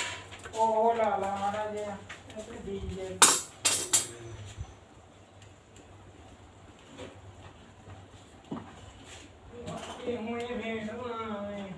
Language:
Punjabi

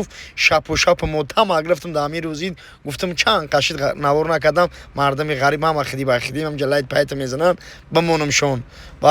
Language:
Tajik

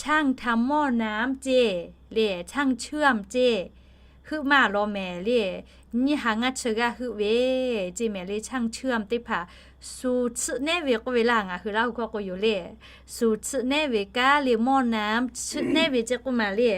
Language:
Lahu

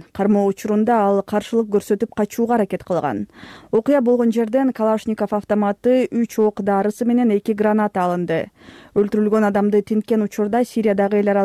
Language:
Kyrgyz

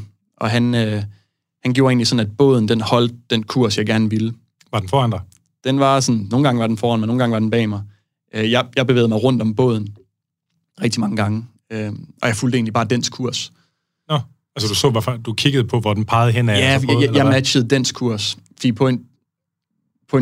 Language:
Danish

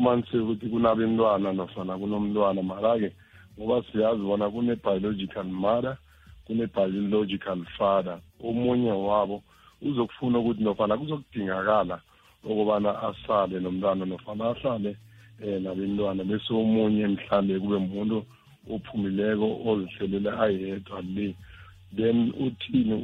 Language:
South Ndebele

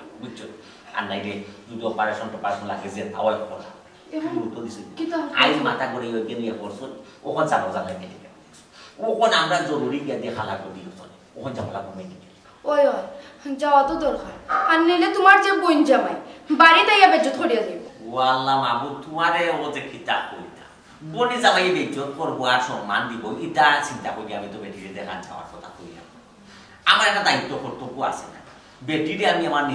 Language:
Sylheti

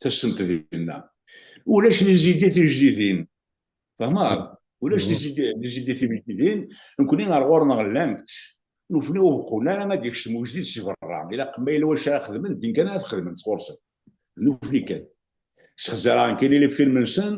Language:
Kabyle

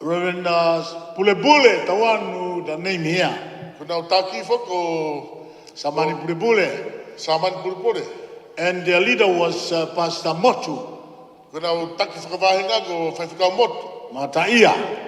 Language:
Tongan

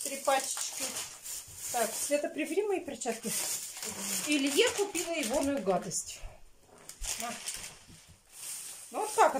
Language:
Russian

